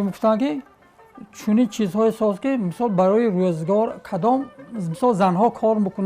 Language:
Tajik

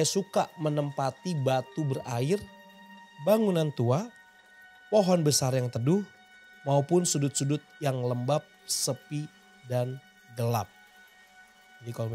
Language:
Indonesian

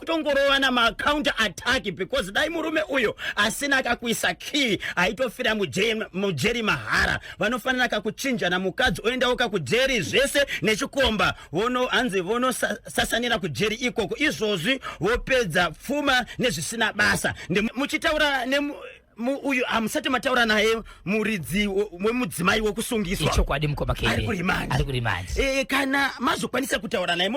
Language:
Shona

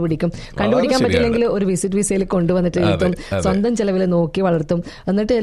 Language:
Malayalam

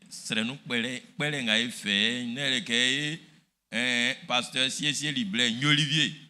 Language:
Baoulé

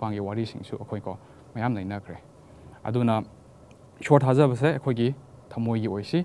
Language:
Manipuri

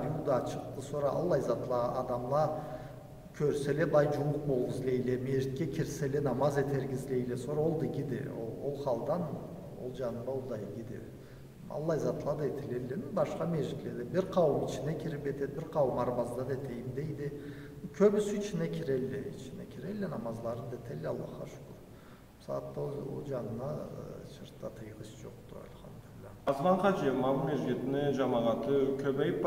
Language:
Karachay-Balkar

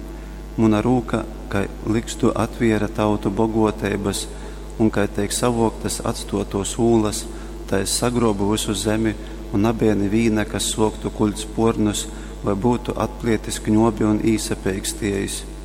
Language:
Latgalian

